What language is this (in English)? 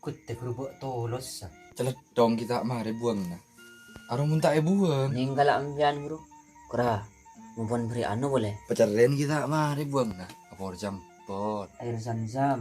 Madurese